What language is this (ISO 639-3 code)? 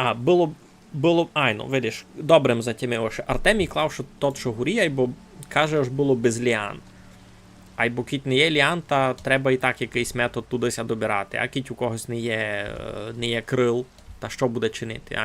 rue